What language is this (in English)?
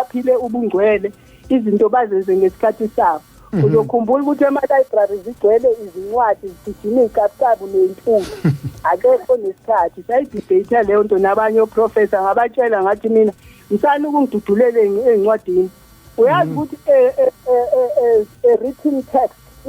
Zulu